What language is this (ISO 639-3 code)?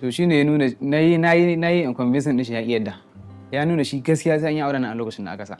hau